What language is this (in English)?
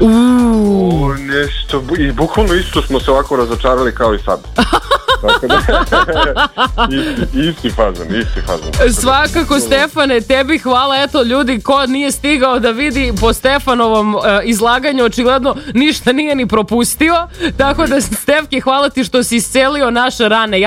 Serbian